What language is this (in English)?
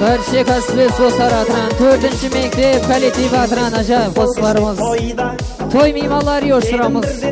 Kara-Kalpak